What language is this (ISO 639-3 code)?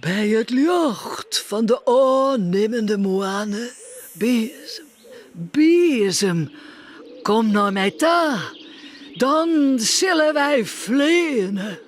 fry